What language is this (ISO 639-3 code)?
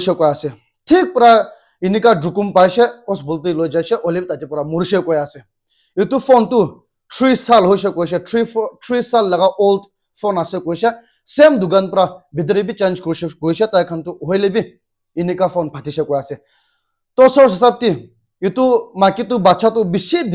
nag